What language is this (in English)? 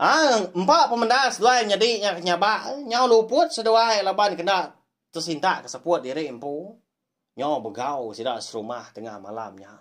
Iban